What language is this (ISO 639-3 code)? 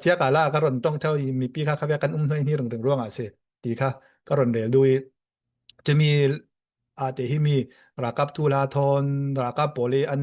cfm